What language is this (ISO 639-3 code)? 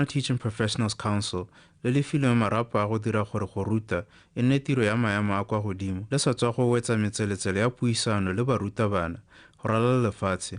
tsn